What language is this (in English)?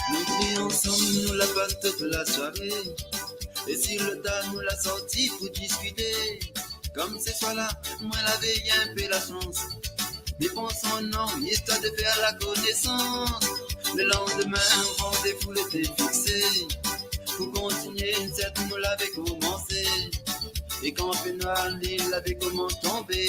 Morisyen